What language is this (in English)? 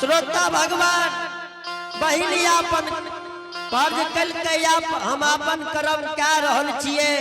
Angika